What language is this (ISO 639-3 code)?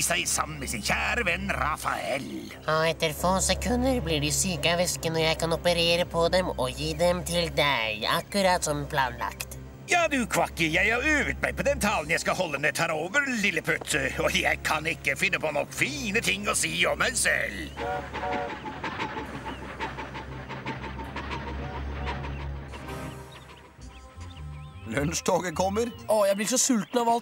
nor